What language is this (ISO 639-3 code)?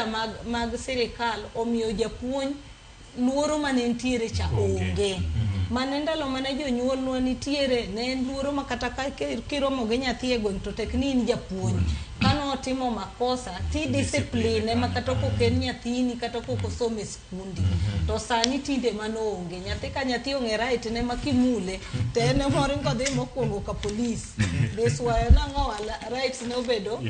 luo